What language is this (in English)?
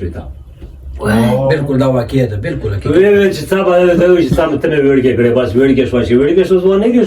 Pashto